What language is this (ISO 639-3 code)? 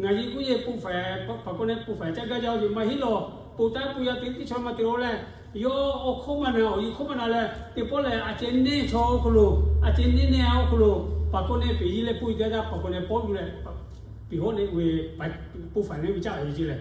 lhu